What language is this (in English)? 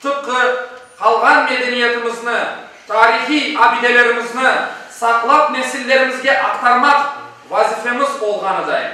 Crimean Tatar